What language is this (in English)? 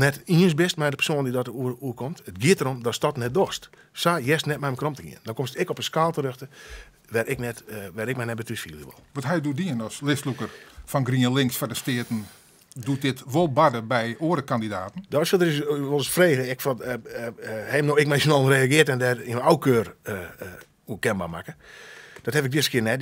Western Frisian